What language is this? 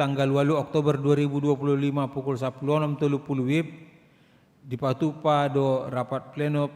Batak Toba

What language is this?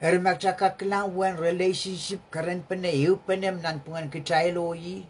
Pohnpeian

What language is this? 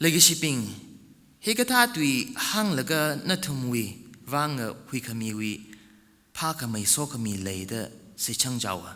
Tangkhul Naga (India)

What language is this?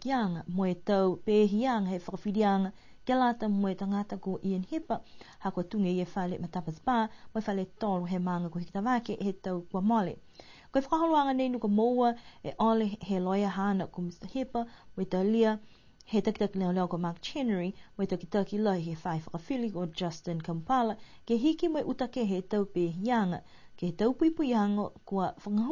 Niuean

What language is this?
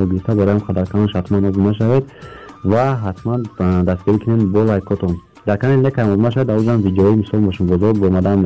Tajik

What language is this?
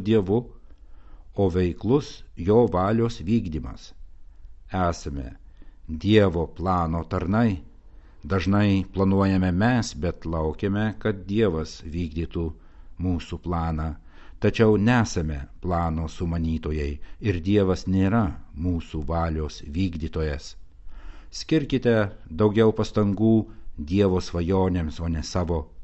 Lithuanian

